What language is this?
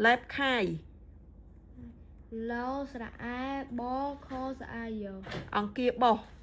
Khmer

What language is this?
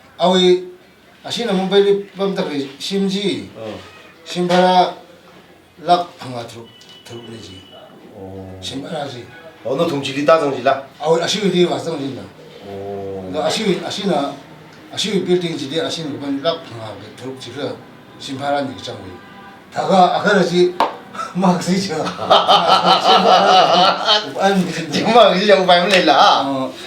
Tangkhul Naga (India)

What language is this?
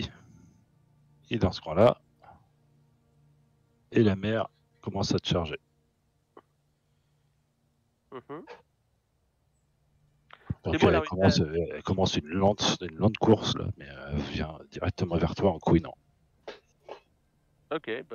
French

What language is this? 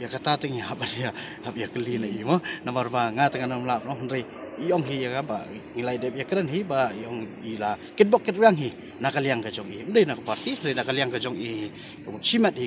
Khasi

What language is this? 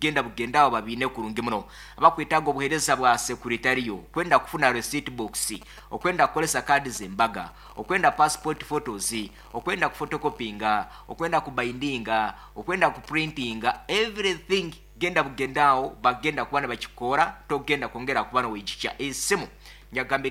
Nyoro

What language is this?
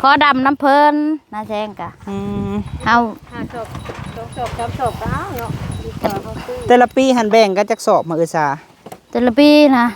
Lao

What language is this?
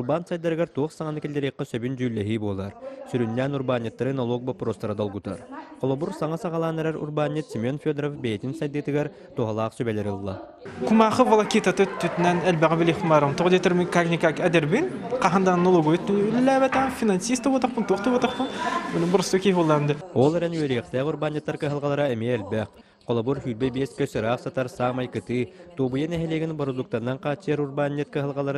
Yakut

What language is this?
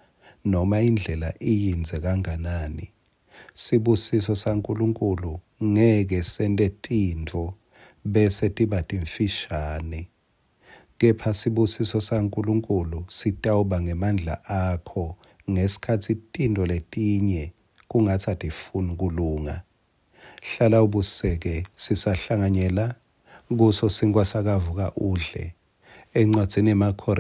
Swati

